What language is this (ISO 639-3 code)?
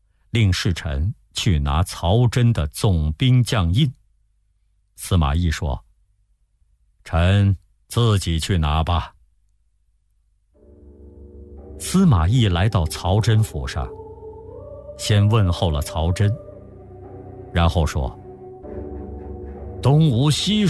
zho